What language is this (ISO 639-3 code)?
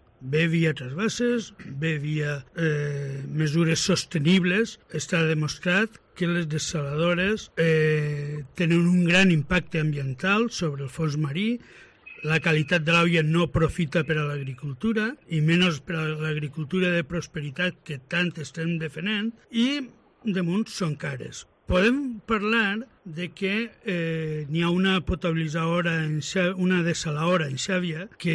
cat